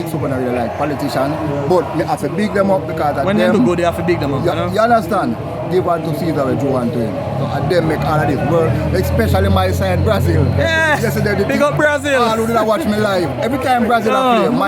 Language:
Jamaican Creole English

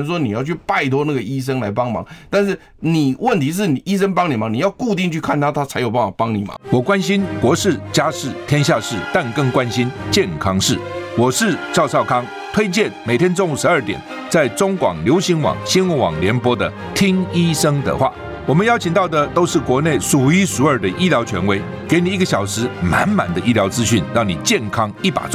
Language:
Chinese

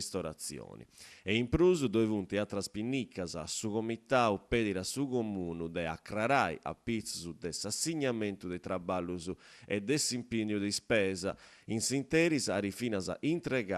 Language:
Sardinian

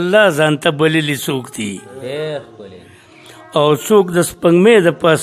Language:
Pashto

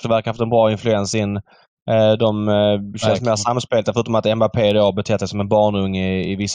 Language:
Swedish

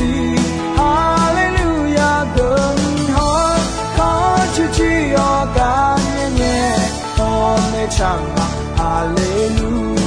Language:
Akha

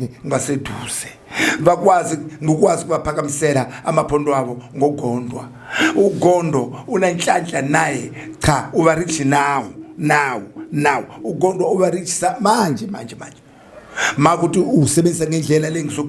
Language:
Zulu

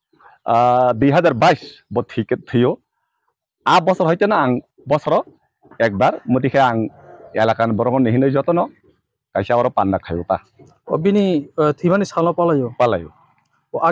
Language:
Kok Borok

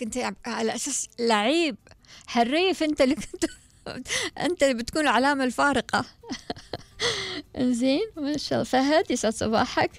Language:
Gulf Arabic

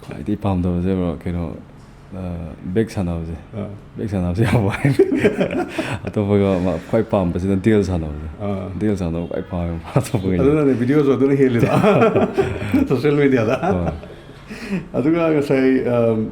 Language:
Manipuri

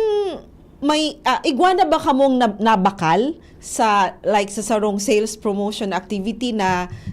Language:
Bikol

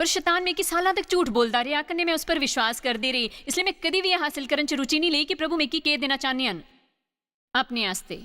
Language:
Dogri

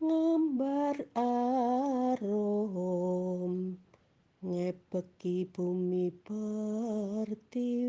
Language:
Javanese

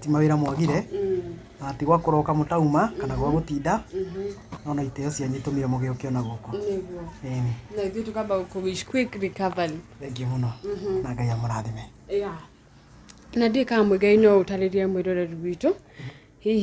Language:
Kikuyu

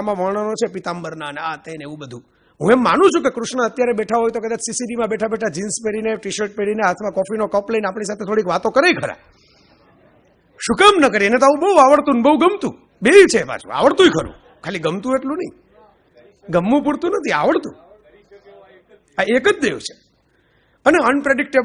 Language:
Gujarati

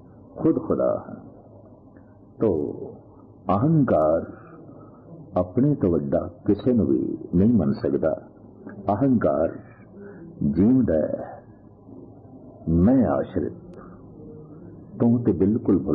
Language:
Punjabi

